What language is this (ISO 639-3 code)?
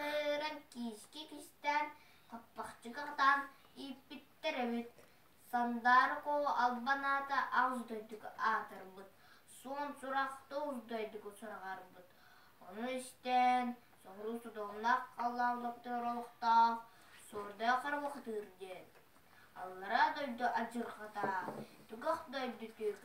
sah